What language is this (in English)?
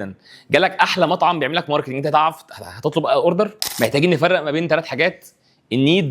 Egyptian Arabic